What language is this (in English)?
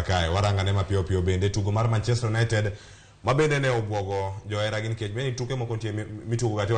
Luo (Kenya and Tanzania)